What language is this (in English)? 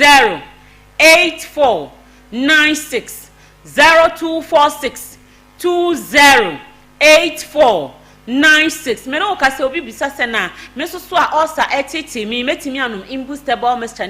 Akan